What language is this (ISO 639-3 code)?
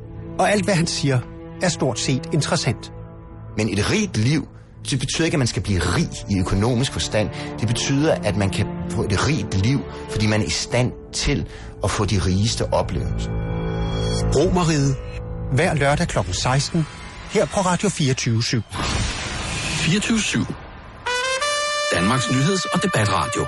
dan